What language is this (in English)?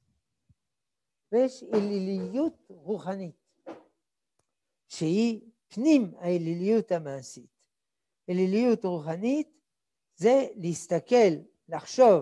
Hebrew